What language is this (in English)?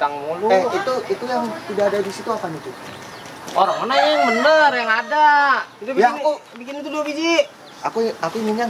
Betawi